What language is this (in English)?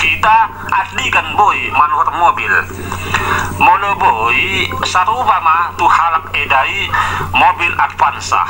Batak Toba